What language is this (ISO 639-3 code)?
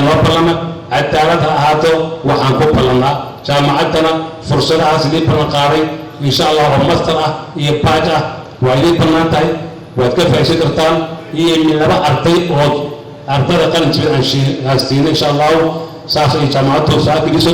som